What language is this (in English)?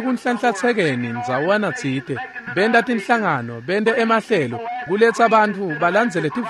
Swati